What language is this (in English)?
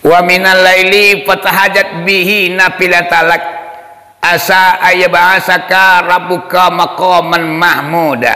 Minangkabau